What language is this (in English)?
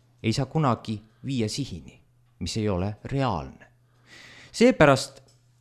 Estonian